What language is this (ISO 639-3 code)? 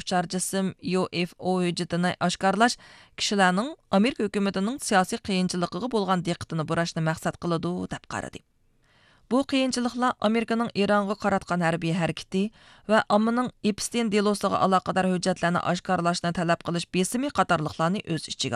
uig